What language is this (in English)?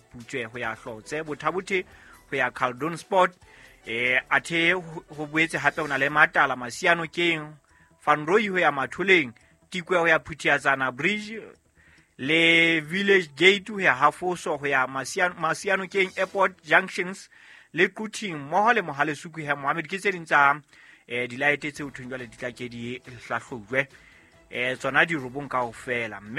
Southern Sotho